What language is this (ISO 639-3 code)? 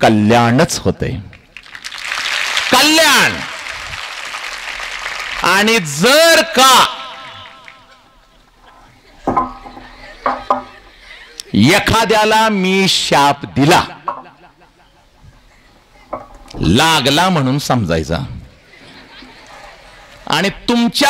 mar